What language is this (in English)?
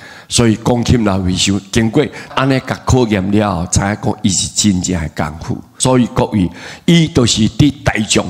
Min Nan Chinese